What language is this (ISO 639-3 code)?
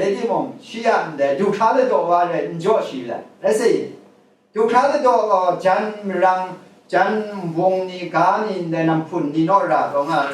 kac